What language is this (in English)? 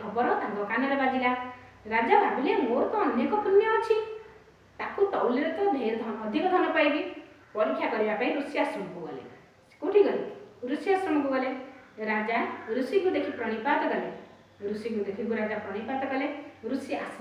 Odia